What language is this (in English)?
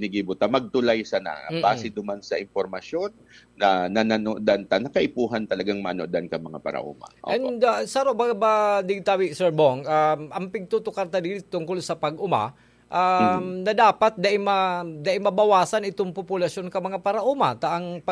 Bikol